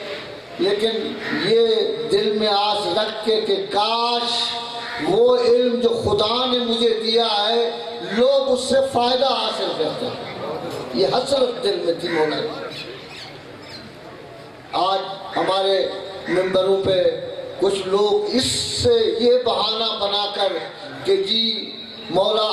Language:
Urdu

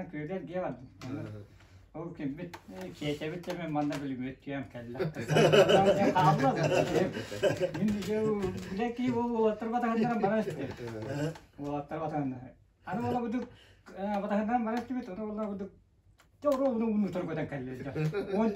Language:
Yakut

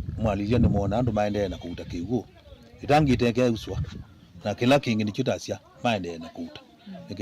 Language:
Kamba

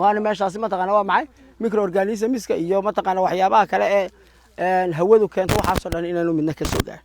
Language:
Somali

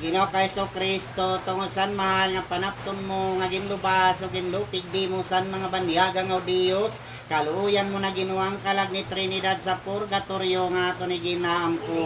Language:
Waray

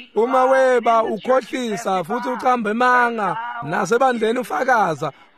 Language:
Swati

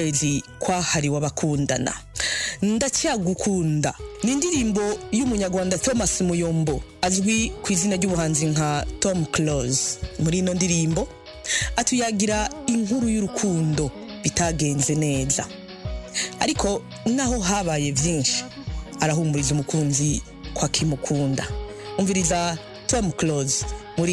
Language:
Kinyarwanda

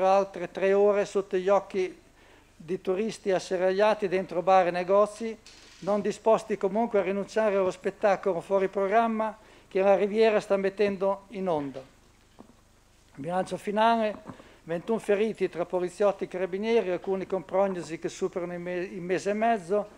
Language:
Italian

